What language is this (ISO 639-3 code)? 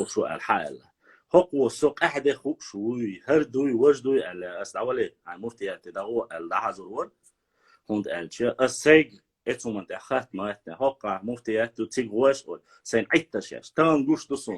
che